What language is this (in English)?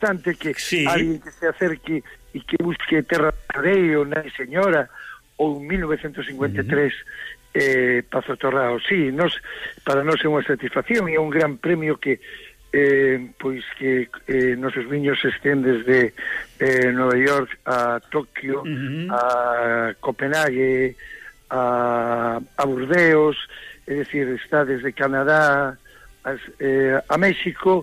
Galician